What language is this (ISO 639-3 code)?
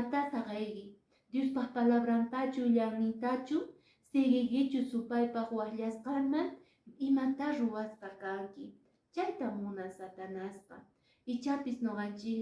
que